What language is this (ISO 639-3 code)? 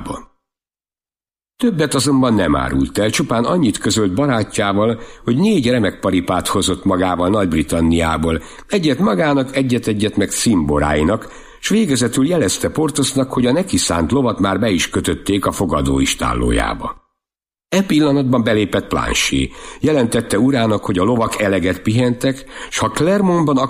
hun